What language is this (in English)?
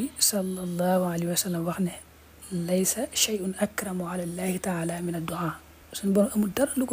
Wolof